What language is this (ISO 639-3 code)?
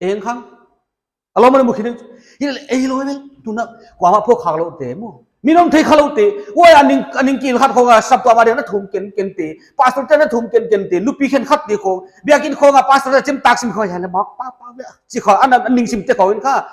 pck